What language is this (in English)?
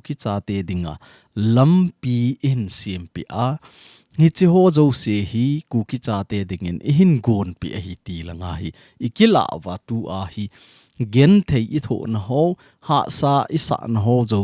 Thado Chin